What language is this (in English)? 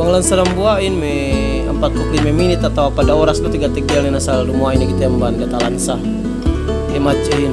Yakan